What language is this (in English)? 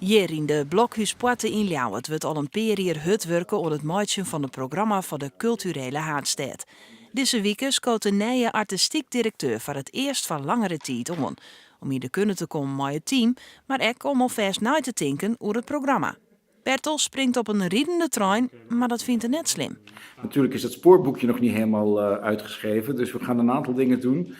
Western Frisian